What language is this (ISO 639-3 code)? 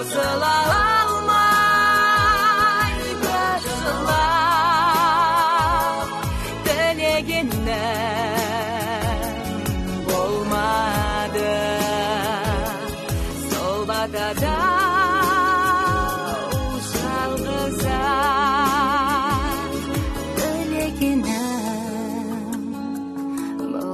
kaz